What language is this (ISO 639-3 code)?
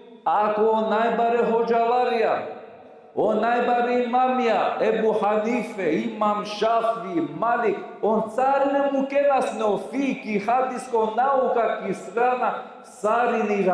rmn